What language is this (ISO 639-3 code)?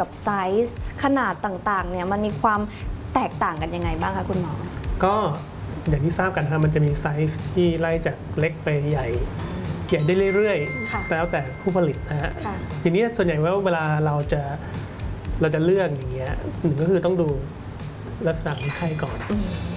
tha